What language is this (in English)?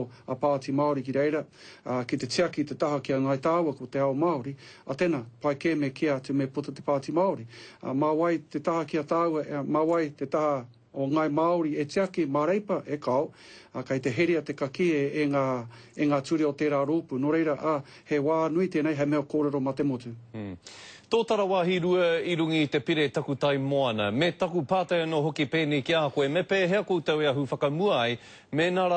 Māori